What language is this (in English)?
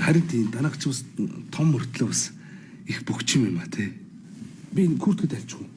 Mongolian